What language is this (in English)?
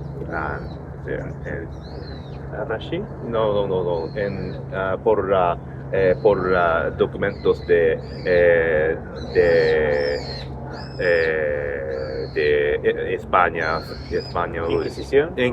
Ladino